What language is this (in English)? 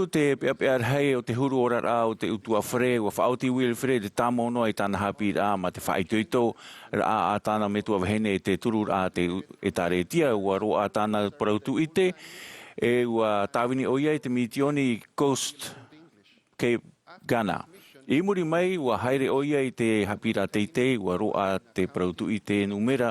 Tahitian